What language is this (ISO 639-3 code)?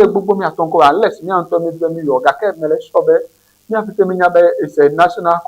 ewe